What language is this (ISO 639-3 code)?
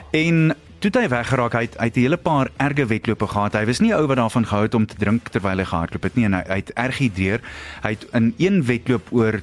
afr